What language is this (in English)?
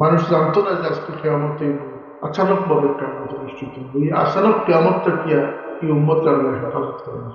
Sylheti